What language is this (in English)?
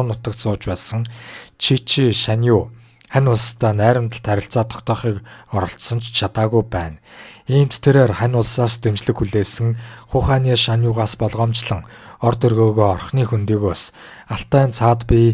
Mongolian